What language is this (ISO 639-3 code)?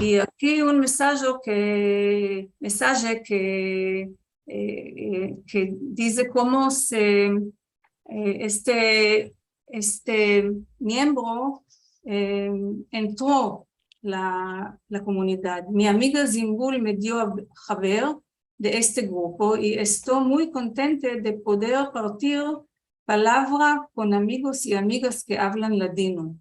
lad